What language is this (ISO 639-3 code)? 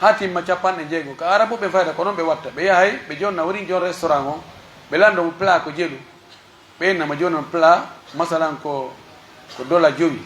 fuf